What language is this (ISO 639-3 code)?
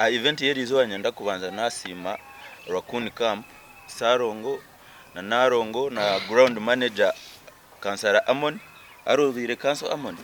nyn